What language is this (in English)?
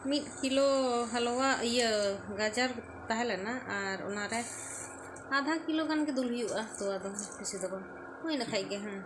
Santali